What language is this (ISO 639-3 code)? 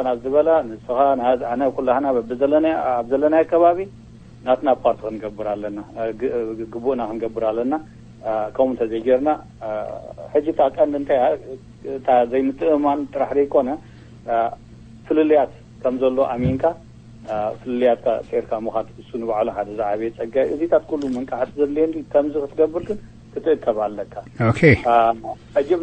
tir